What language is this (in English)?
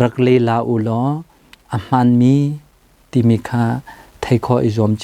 Hakha Chin